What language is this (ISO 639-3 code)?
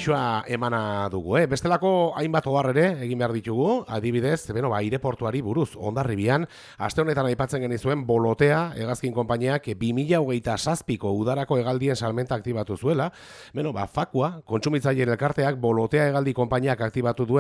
eus